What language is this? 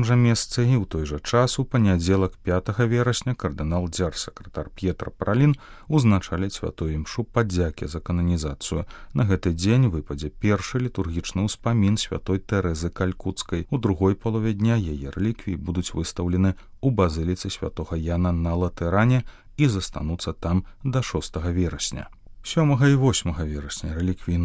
Belarusian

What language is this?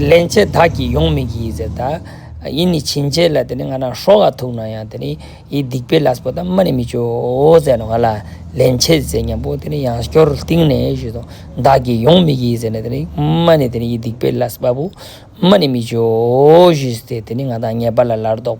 Ladakhi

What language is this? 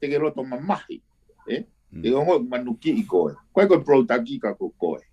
Tongan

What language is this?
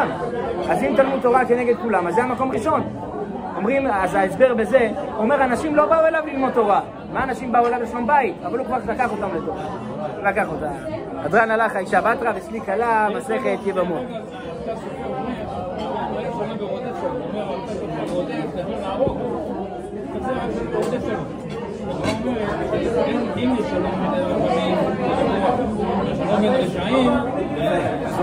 Hebrew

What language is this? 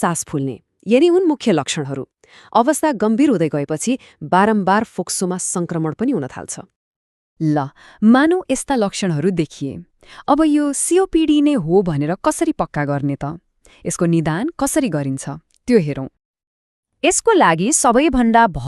Nepali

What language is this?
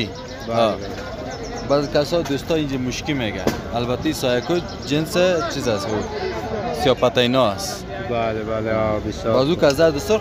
Persian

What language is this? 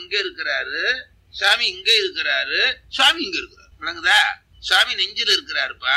Tamil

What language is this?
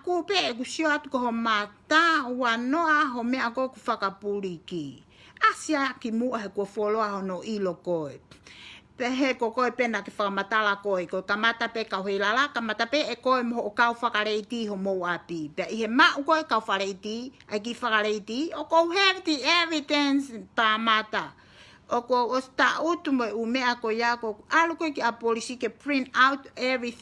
Tongan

